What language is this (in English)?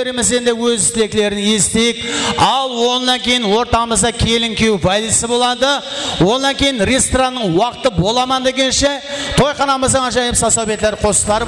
Kara-Kalpak